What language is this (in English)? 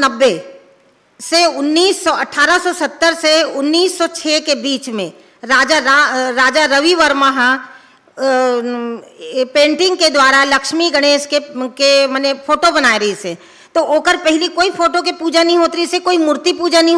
Chhattisgarhi